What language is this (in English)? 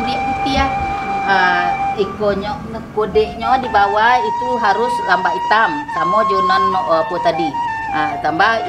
Minangkabau